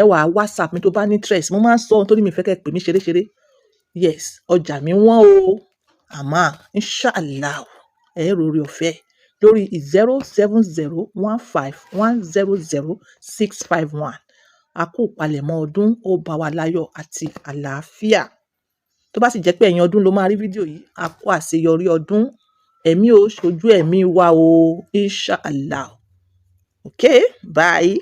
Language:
Yoruba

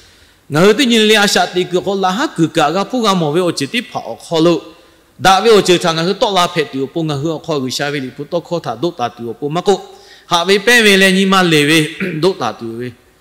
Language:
Lahu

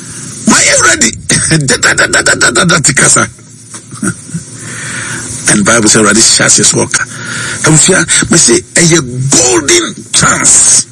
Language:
Akan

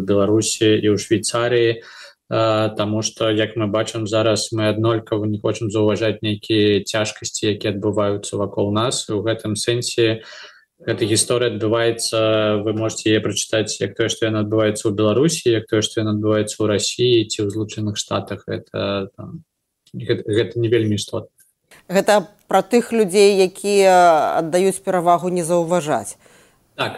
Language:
Belarusian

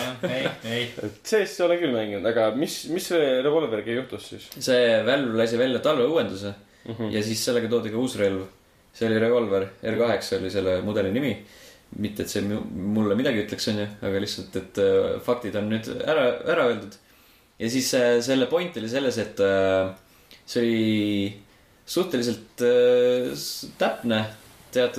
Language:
Estonian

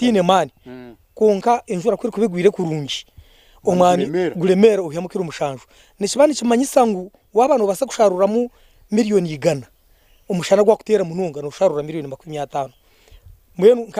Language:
Nyankole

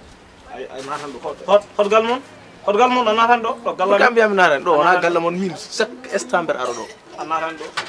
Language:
Fula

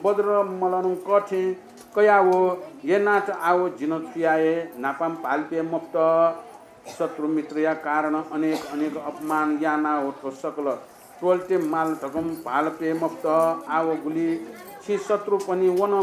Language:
Newari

